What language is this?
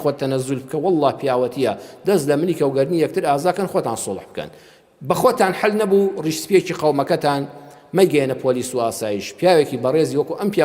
Central Kurdish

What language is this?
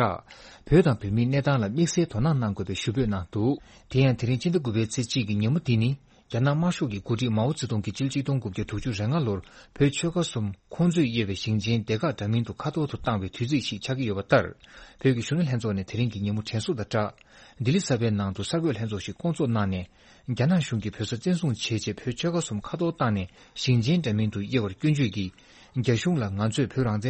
Tibetan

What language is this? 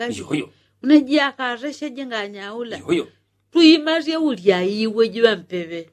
Yao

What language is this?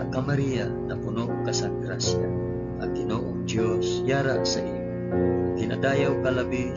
Hiligaynon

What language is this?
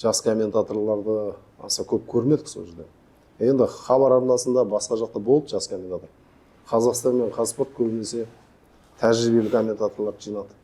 Kazakh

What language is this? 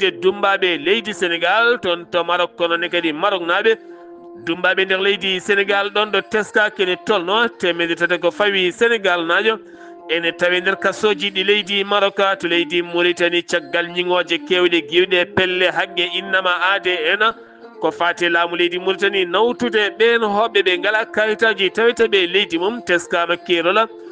Fula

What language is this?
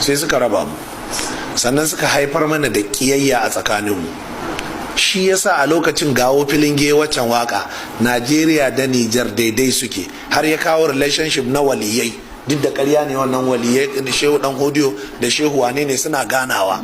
Hausa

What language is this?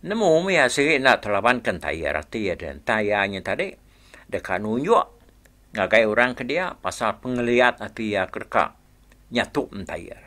Iban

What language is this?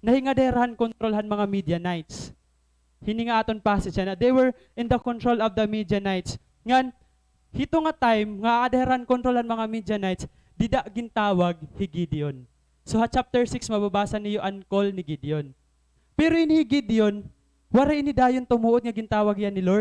Waray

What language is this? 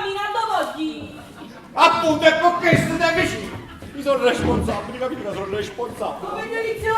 Neapolitan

